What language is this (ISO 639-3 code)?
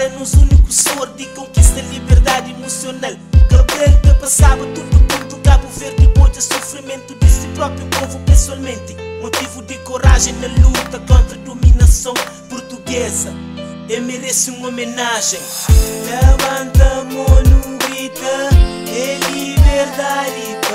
kea